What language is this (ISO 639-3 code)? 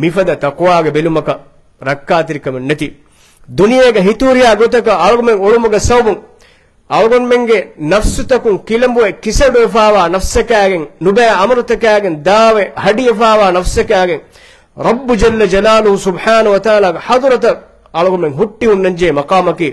div